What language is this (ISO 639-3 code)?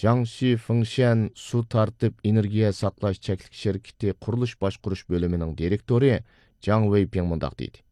uig